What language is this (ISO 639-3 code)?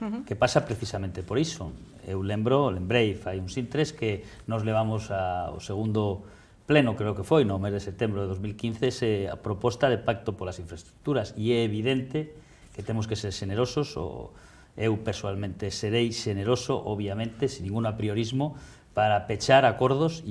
glg